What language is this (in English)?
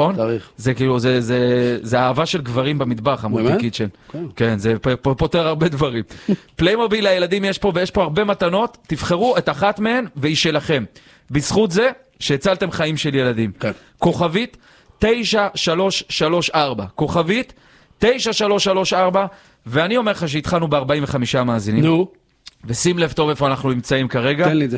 Hebrew